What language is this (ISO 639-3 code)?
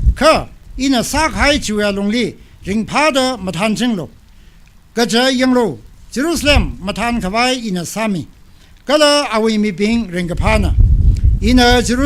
nmf